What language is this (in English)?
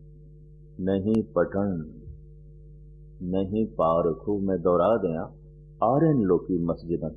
Punjabi